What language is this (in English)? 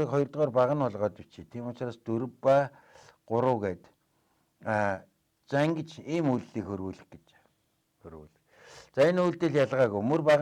Mongolian